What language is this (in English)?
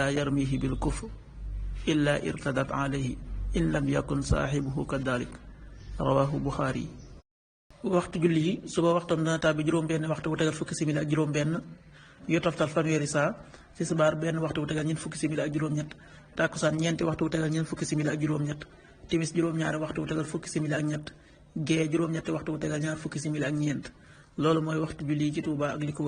Wolof